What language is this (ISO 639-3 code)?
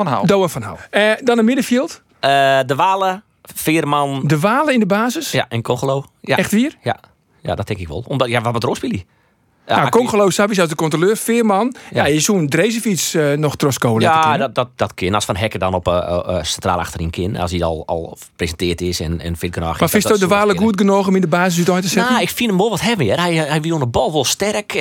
fry